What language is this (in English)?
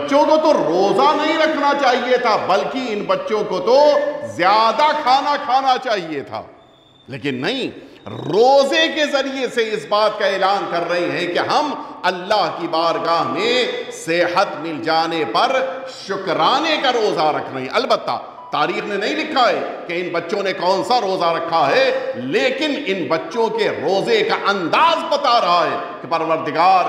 Urdu